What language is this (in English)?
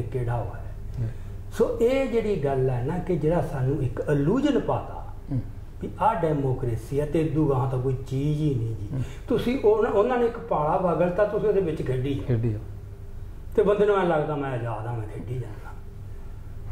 Punjabi